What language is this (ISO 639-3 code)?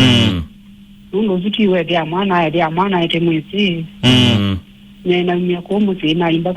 kam